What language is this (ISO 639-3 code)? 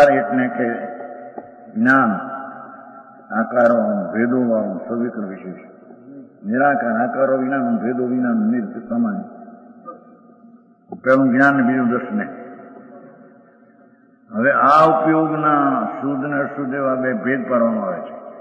guj